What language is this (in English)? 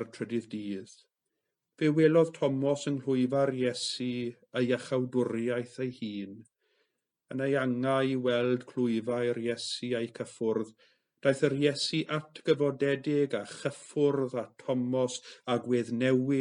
Welsh